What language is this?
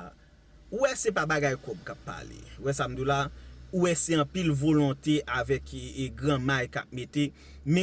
Haitian Creole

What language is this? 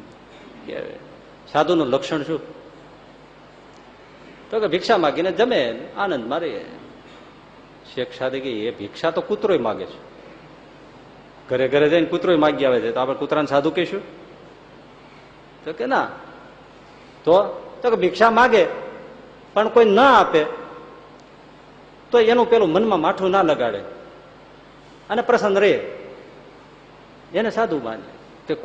Gujarati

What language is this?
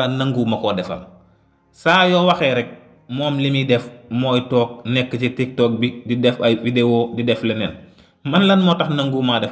Wolof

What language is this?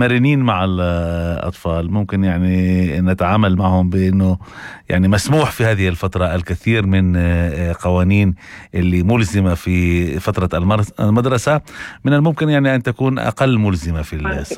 North Levantine Arabic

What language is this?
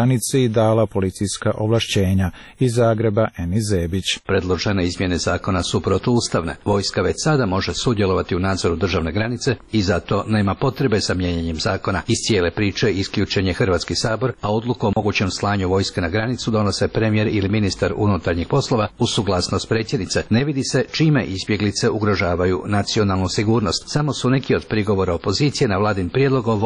Croatian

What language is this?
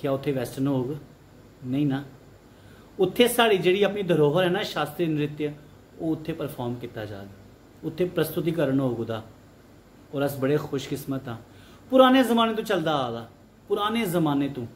Dogri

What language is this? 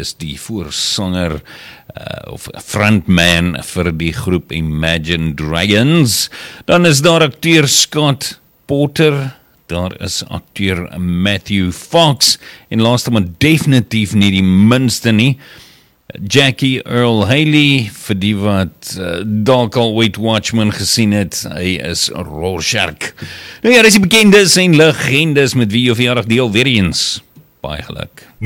Afrikaans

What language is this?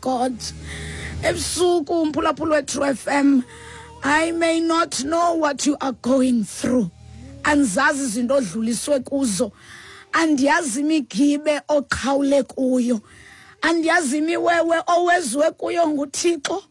Xhosa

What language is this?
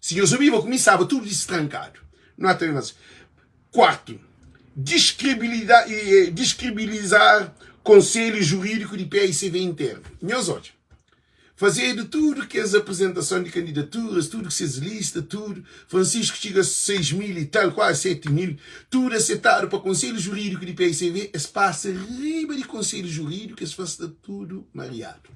Kabuverdianu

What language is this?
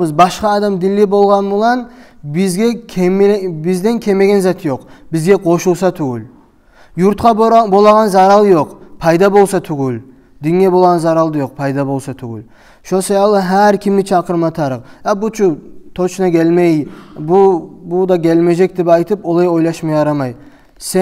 Kumyk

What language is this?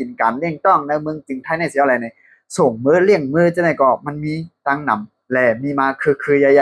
Shan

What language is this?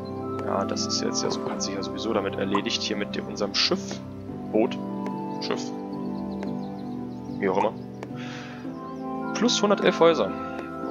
German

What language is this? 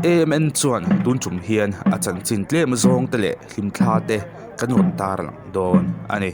Mizo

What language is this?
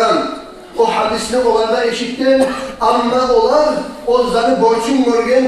Kumyk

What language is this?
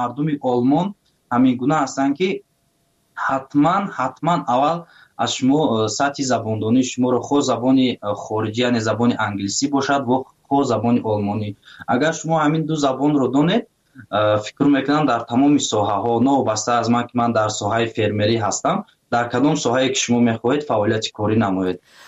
Tajik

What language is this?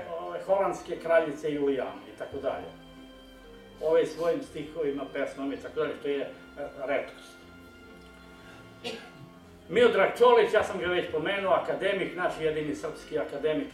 Serbian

